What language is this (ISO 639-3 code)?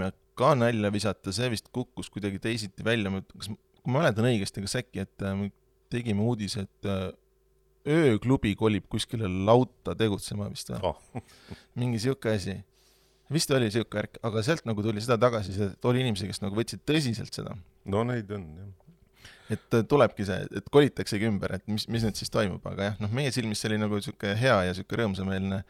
est